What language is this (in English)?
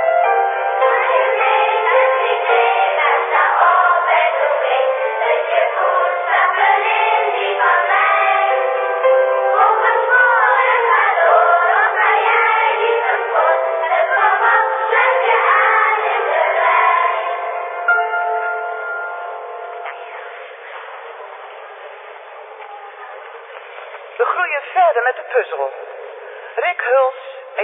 Dutch